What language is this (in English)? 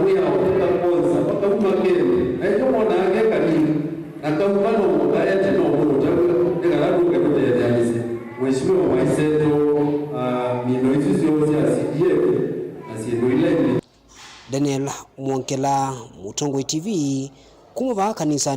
Kamba